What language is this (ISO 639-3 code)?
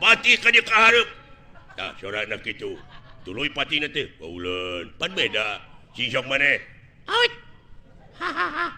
sun